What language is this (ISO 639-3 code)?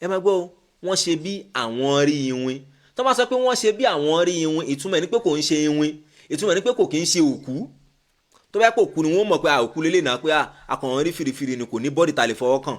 yor